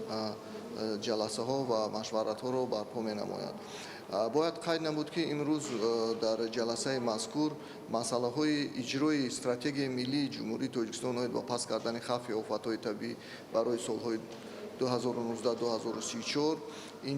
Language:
Tajik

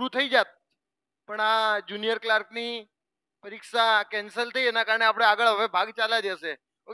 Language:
Gujarati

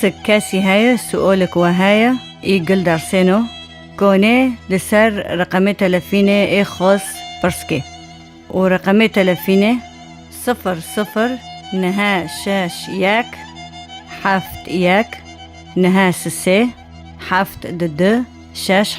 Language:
Kurdish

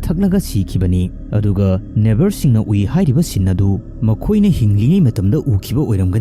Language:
Manipuri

